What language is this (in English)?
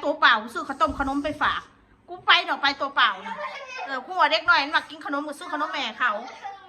Northeastern Thai